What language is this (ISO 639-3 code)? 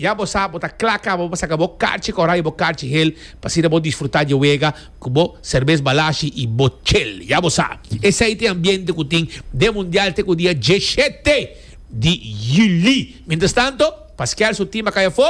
pap